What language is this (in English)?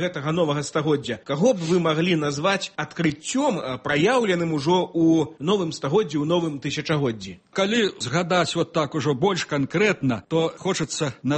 Belarusian